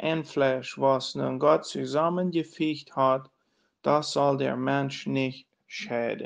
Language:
Plautdietsch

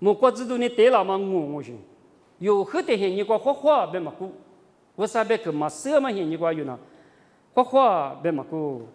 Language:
Lisu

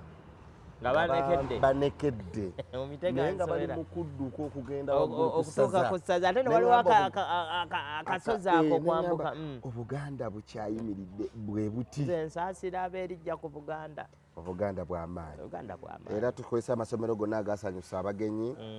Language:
Ganda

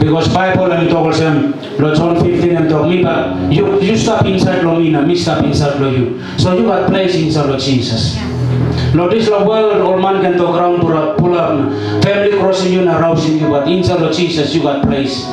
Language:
Tok Pisin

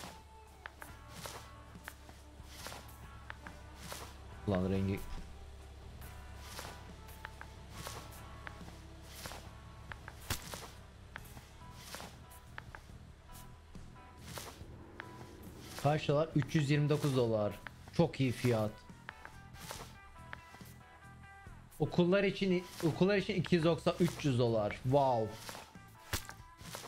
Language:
Turkish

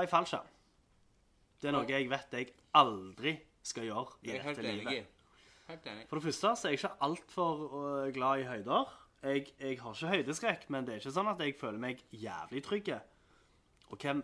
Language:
Norwegian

